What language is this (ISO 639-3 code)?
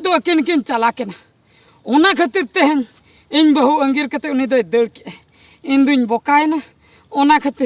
sat